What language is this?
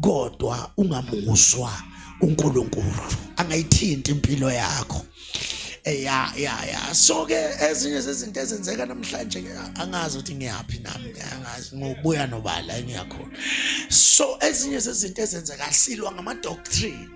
Zulu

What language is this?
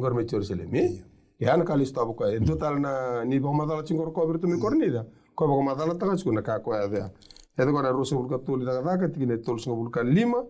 Fijian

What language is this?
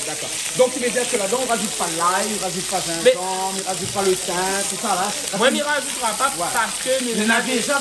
Réunion Creole French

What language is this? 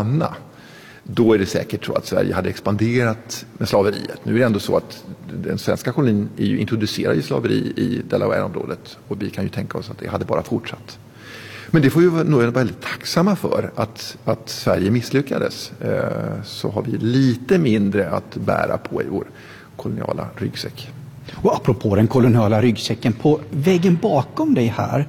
Swedish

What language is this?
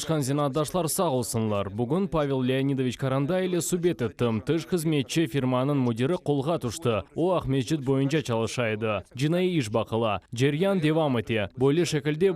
Crimean Tatar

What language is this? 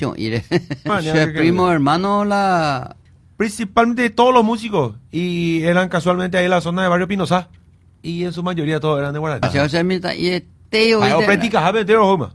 Guarani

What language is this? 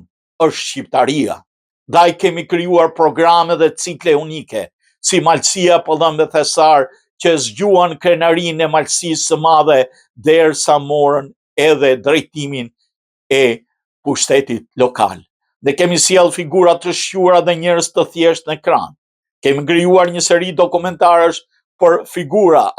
Albanian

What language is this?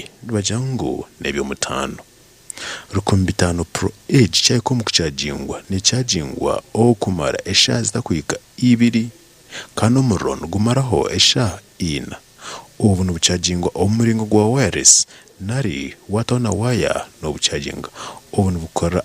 Nyankole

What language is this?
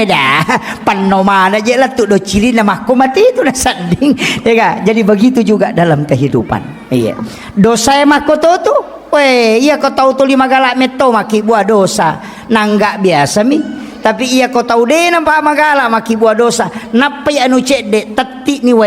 Buginese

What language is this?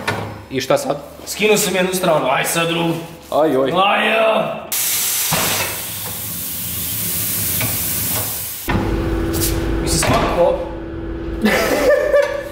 Serbian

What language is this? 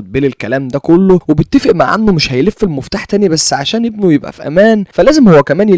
Egyptian Arabic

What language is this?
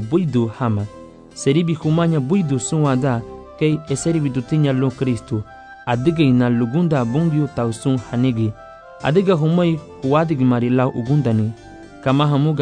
Garifuna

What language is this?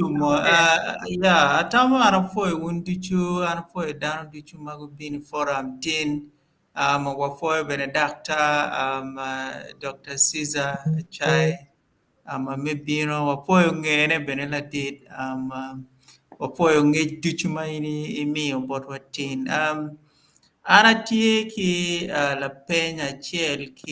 Acoli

